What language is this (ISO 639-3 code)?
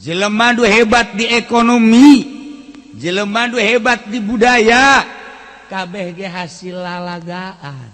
sun